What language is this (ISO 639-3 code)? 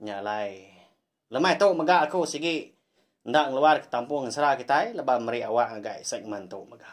iba